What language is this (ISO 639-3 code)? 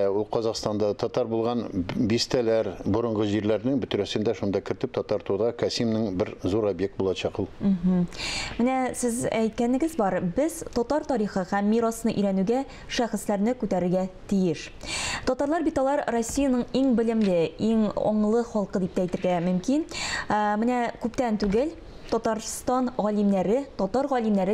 tat